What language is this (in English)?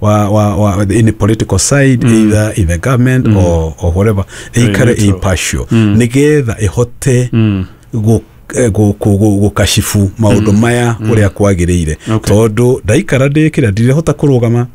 Kikuyu